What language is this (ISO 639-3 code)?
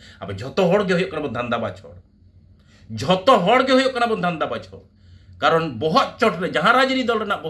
sat